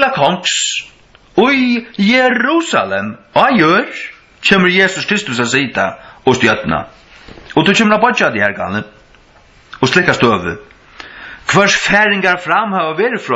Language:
Faroese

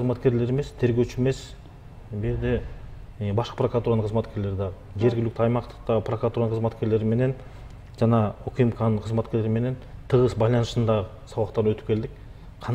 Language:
Kyrgyz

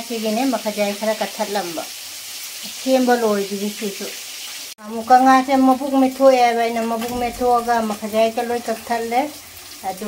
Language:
Manipuri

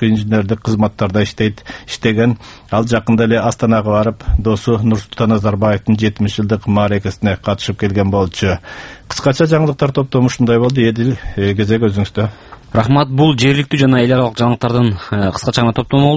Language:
Kyrgyz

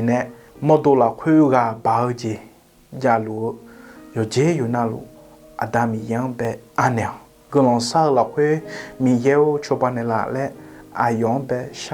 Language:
Akha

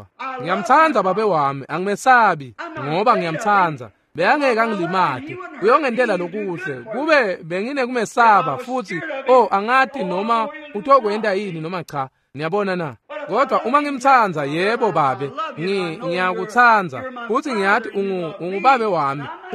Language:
Swati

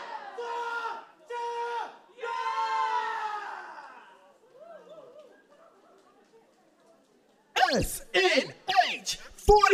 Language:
Chinese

